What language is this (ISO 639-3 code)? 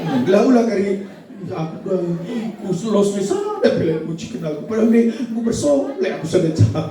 btx